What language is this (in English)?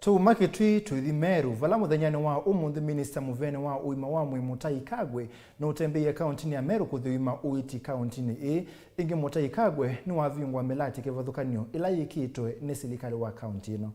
Kamba